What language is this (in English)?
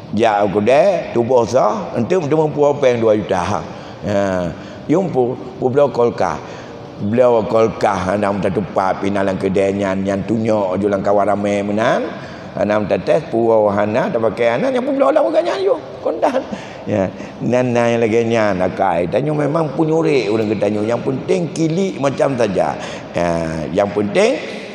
Achinese